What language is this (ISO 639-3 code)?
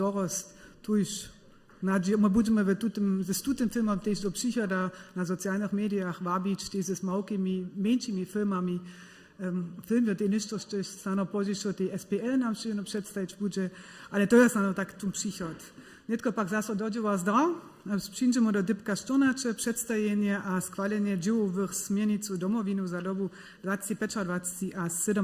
hsb